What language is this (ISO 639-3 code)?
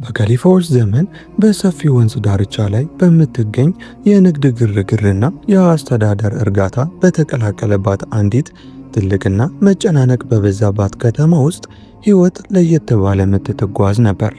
amh